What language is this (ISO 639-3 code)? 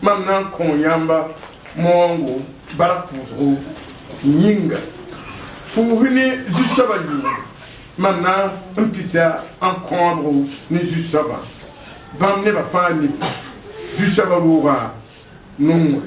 mos